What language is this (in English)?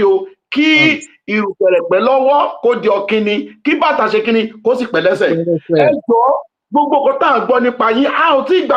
Yoruba